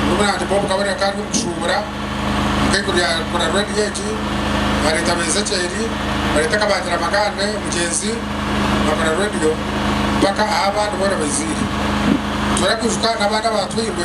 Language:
Nyankole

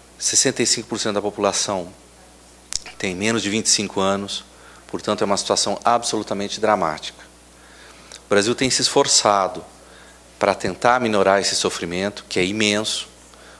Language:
Portuguese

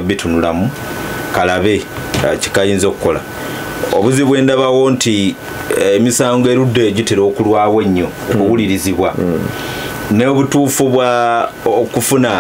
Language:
Ganda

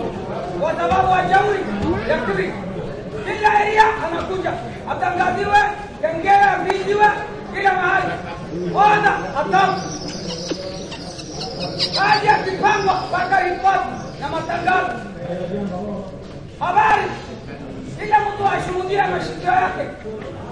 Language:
Swahili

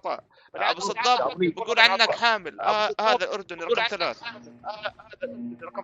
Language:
North Levantine Arabic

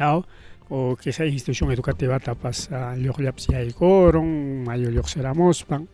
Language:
Ayacucho Quechua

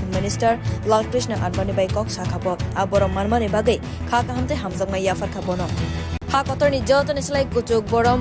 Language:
Kok Borok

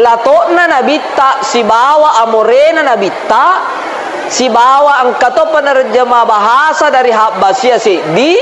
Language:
Buginese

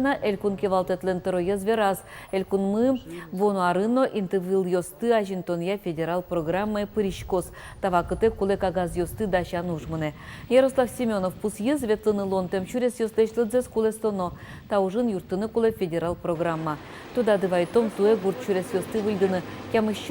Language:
Udmurt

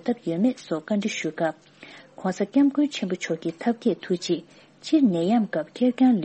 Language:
Tibetan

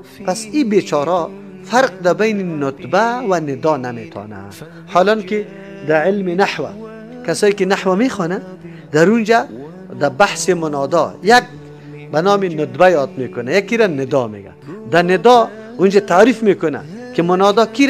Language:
Persian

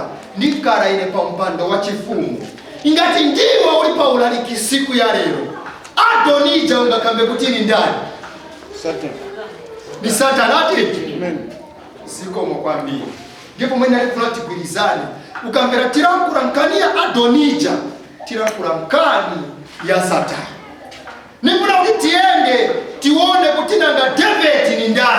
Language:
Nyanja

